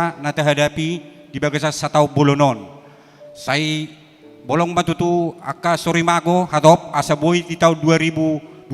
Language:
Batak Toba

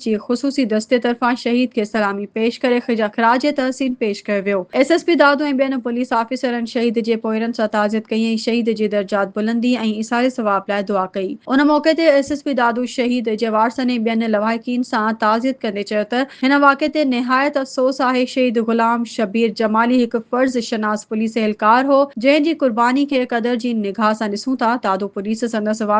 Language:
Sindhi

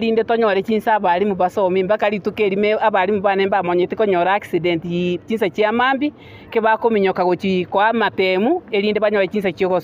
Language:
Gusii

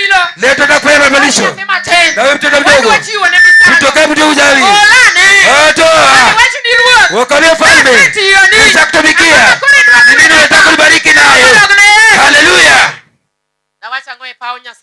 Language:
Luo (Kenya and Tanzania)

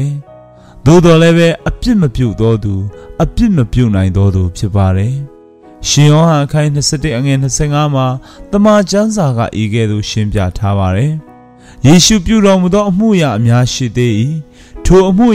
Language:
Burmese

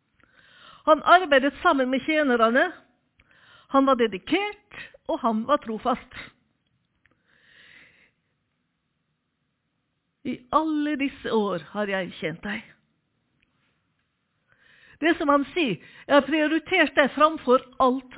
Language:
Norwegian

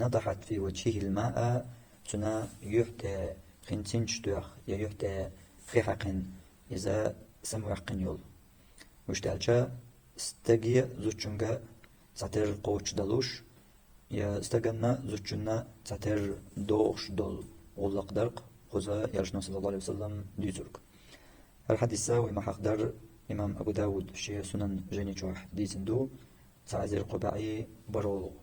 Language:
Chechen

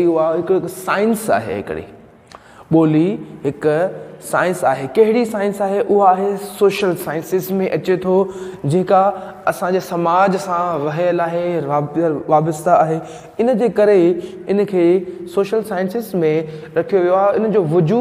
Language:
Sindhi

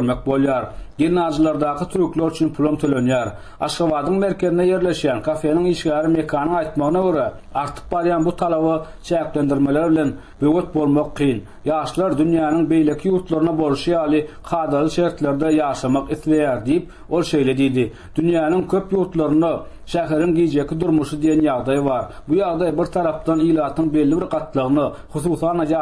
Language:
Turkmen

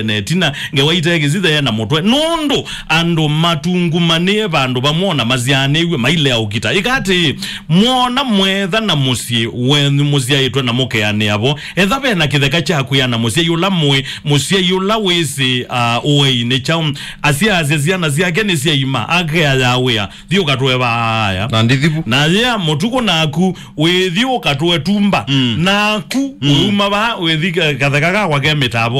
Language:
Kamba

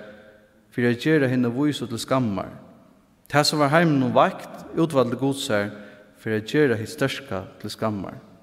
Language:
Faroese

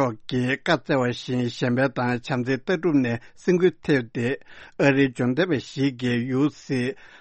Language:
Tibetan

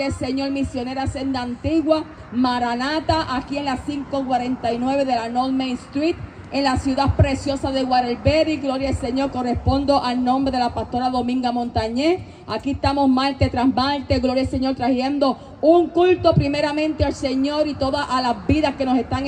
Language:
Spanish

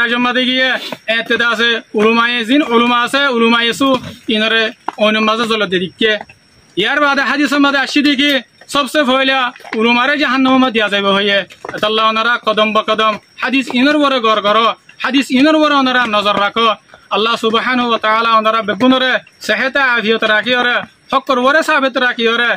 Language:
Rohingya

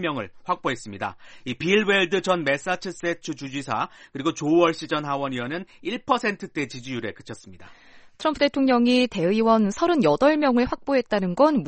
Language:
Korean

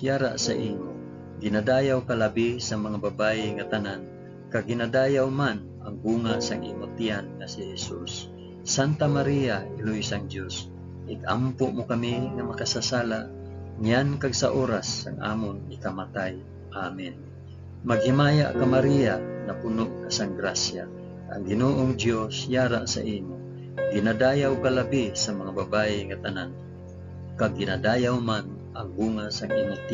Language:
Hiligaynon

